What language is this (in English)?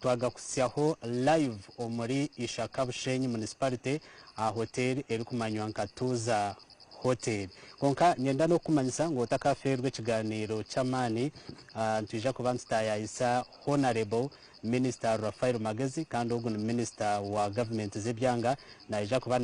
Nyankole